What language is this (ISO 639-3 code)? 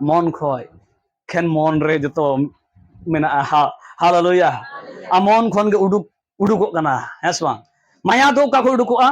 sat